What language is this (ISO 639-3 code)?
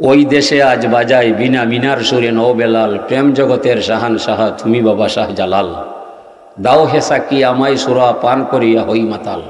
syl